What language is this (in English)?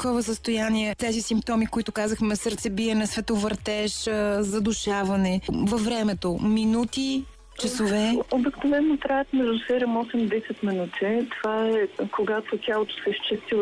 Bulgarian